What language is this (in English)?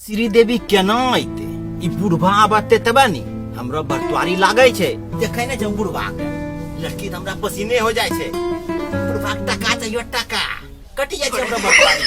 Angika